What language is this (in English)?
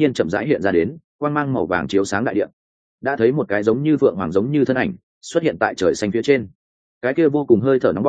Vietnamese